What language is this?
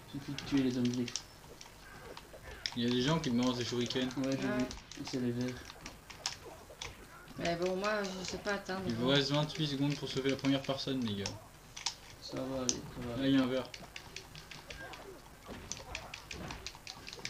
French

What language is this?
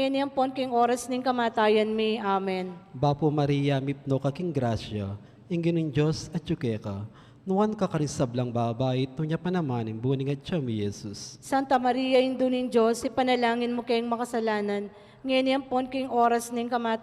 Pampanga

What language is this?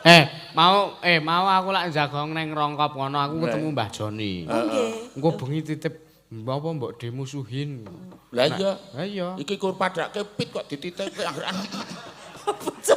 Javanese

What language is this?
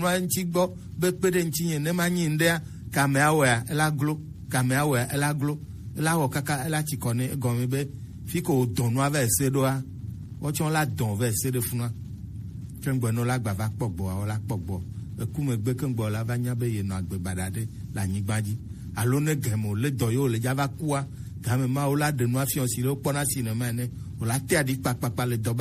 Gen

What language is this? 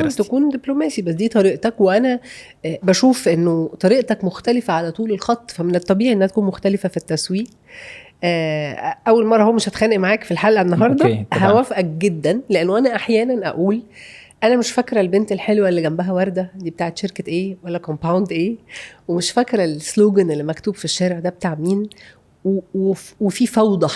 Egyptian Arabic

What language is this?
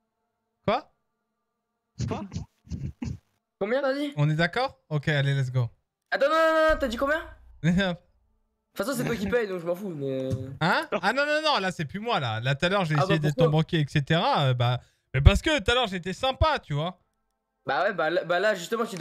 French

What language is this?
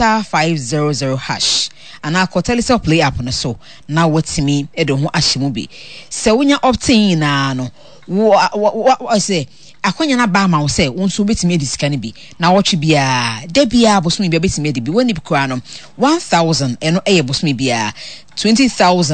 Akan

